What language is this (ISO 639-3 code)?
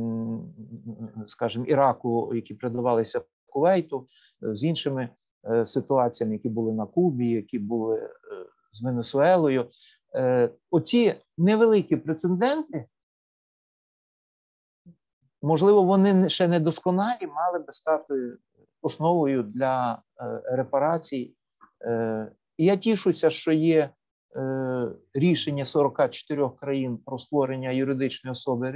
ukr